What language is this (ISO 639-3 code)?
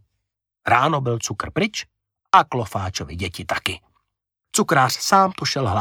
ces